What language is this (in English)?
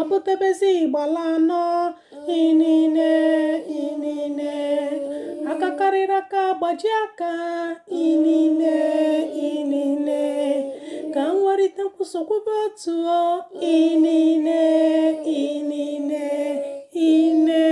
Igbo